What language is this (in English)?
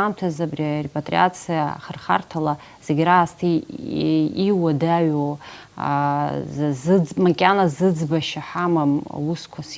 Abkhazian